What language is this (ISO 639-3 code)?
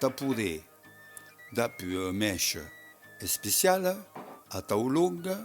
oci